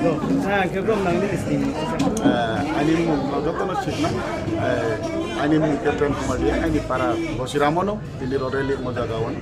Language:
Riang (India)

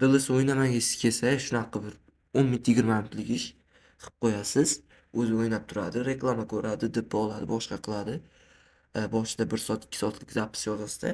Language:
Uzbek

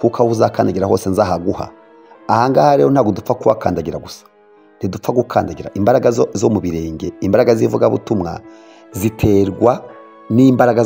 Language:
Kinyarwanda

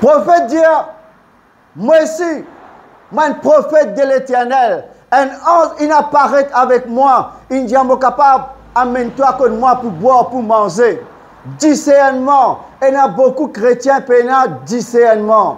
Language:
Morisyen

